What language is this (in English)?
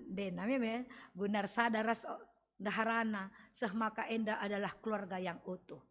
Batak Karo